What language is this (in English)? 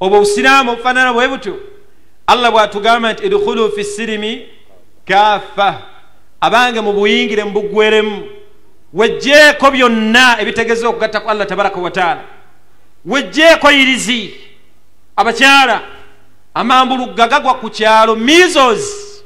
Ganda